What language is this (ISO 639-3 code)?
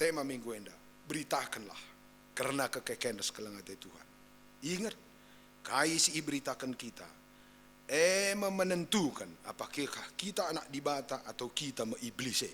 btx